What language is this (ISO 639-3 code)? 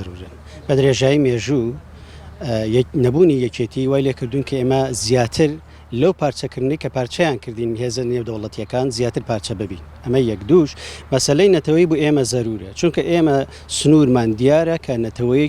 ckb